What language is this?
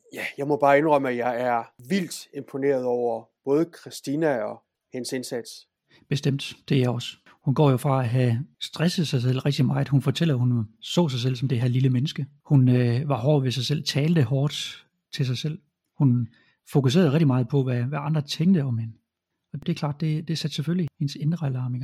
Danish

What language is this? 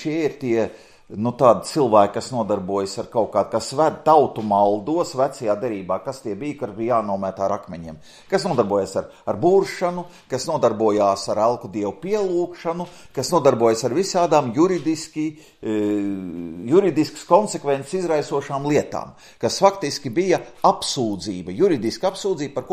Latvian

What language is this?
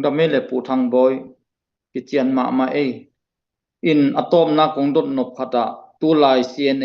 Tedim Chin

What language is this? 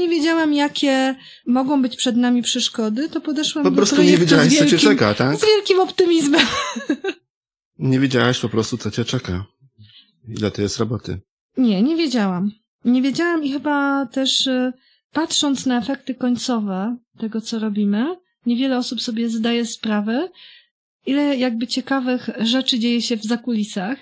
Polish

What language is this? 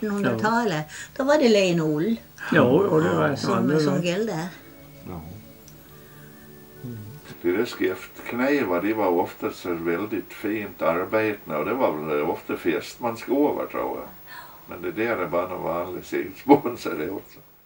Swedish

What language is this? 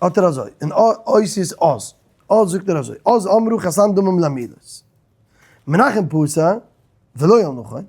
Yiddish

